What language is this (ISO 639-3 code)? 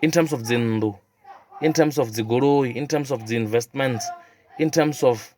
ven